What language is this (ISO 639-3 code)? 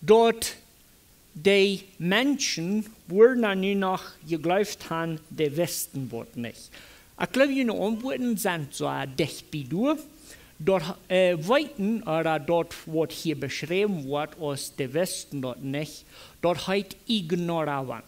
pdt